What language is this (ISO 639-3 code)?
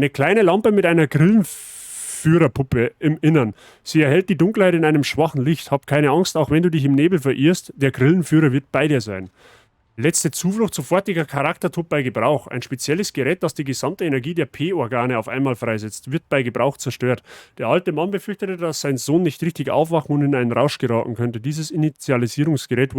bar